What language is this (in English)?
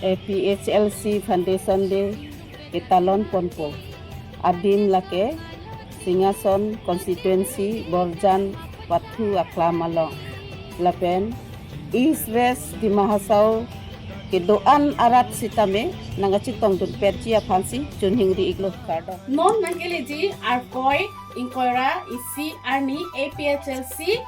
Karbi